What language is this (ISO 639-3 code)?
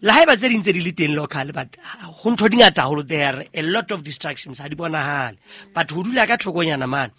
sot